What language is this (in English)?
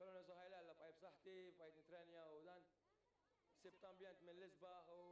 Maltese